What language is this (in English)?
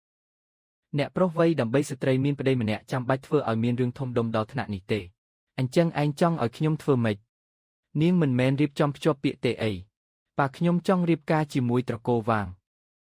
Khmer